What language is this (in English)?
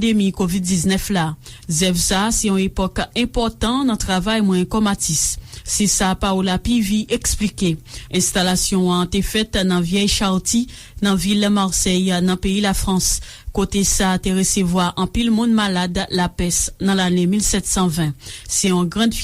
Haitian Creole